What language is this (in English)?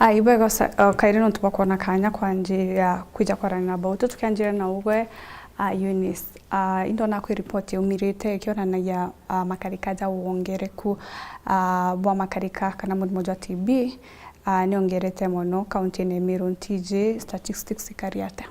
Meru